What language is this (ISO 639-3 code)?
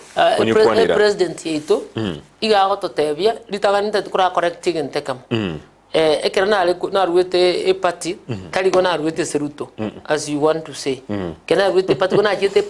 guz